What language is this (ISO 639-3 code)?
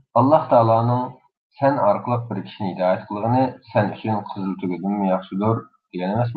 uig